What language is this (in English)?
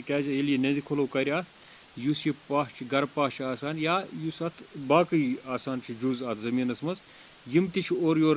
Kashmiri